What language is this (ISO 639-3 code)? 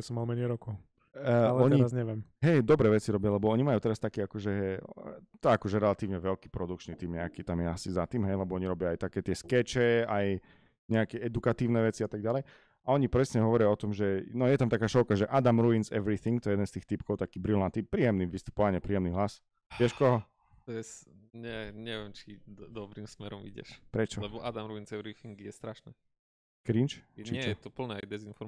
slk